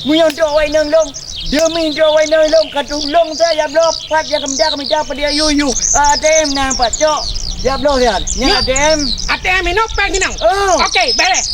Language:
Achinese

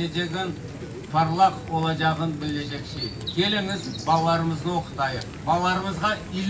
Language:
Crimean Tatar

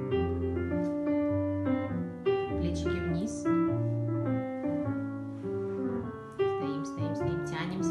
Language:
Russian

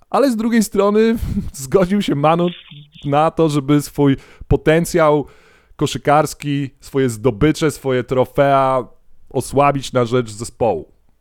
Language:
Polish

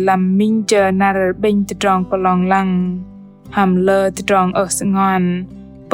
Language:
Bahnar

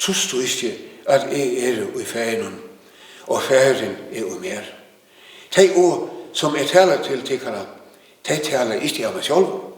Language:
Faroese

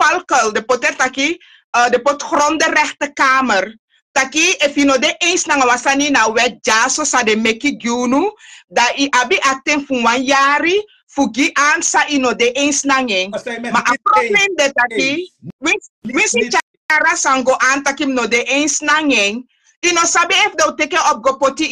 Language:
Sranan Tongo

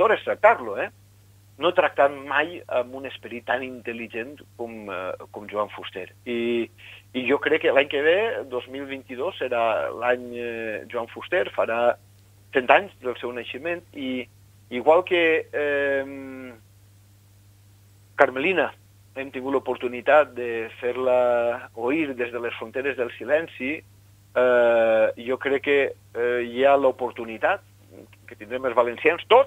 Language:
Catalan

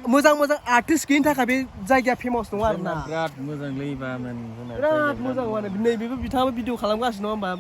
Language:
Bodo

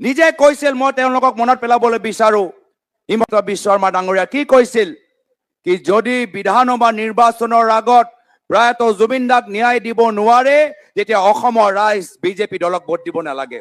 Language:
Assamese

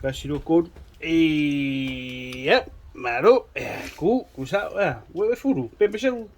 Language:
Samoan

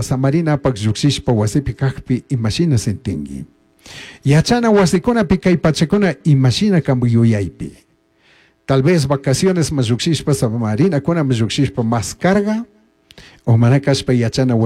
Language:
Chimborazo Highland Quichua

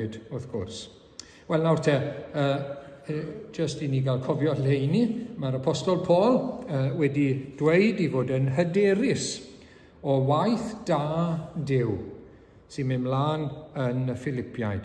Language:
Welsh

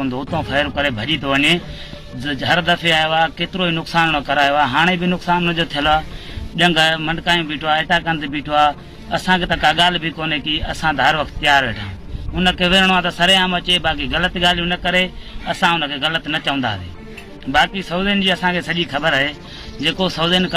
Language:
Sindhi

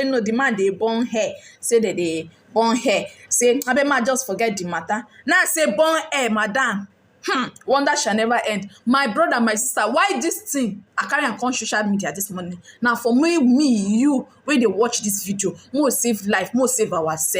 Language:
Nigerian Pidgin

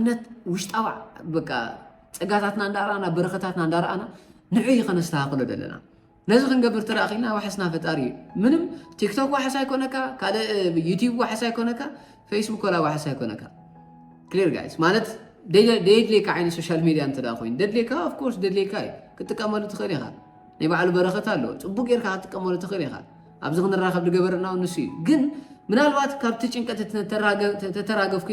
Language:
Tigrinya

